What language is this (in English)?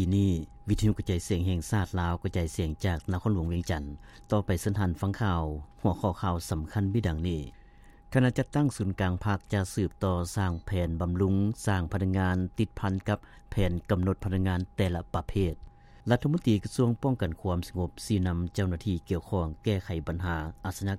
Lao